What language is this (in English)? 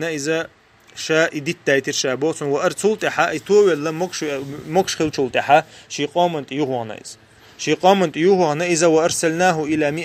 Chechen